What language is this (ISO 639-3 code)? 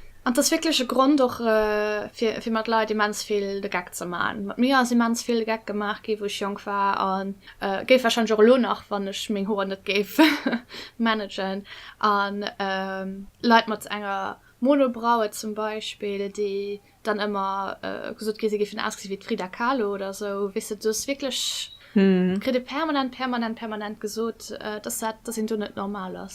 ltz